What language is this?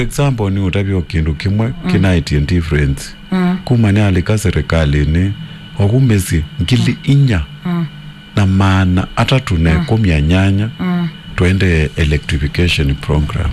Kamba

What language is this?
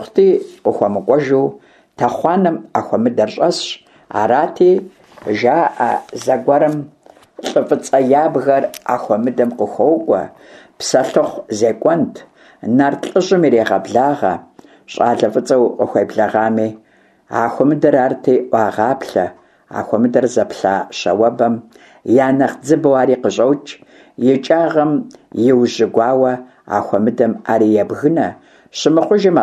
Kabardian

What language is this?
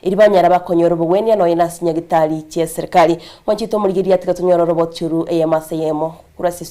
Gusii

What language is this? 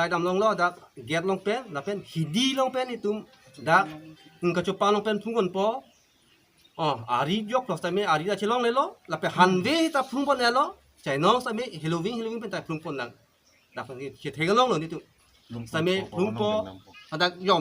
Karbi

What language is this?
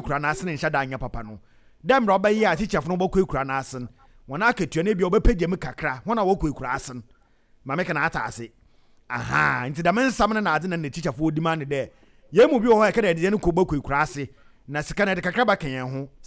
Akan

